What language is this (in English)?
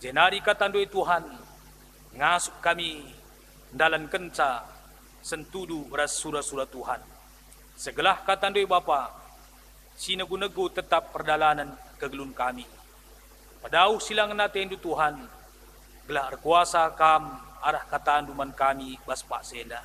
Batak Karo